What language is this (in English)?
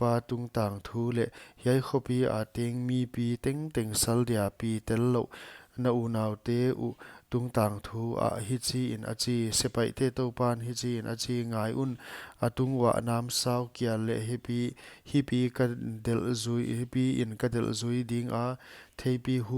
Paite Chin